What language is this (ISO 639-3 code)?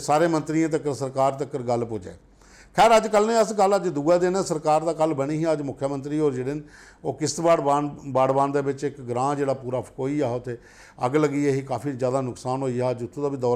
doi